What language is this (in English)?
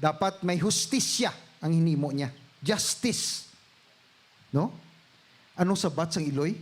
Hiligaynon